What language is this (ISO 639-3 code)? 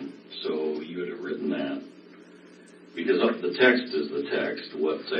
eng